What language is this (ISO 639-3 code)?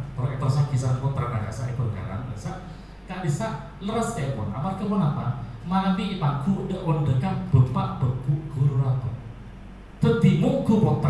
mad